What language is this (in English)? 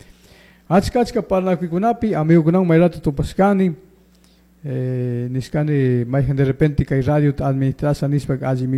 Chimborazo Highland Quichua